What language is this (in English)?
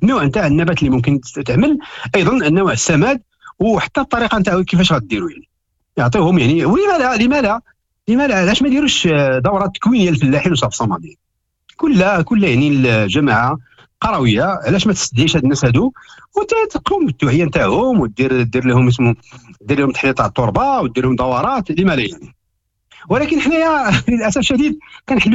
Moroccan Arabic